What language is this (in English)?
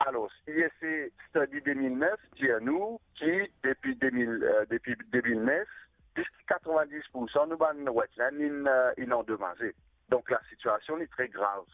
Morisyen